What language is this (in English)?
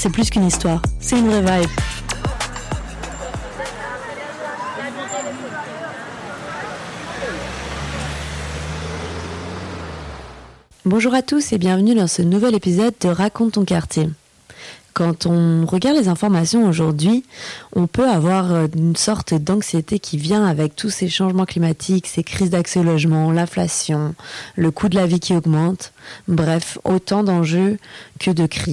French